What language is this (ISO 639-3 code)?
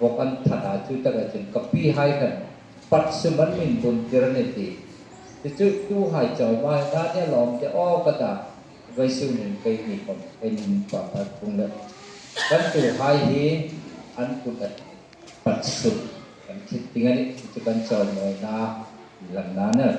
hmr